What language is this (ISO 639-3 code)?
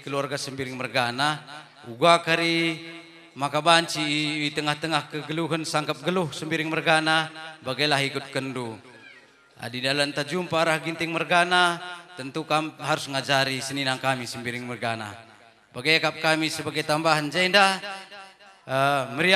btx